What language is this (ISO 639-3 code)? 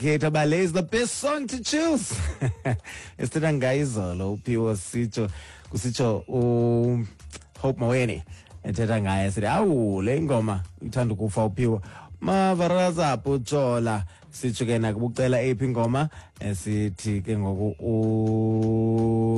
xho